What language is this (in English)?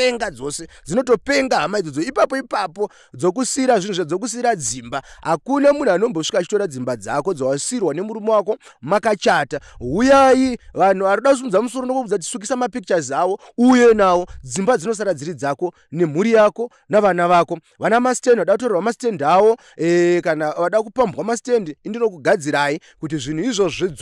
Shona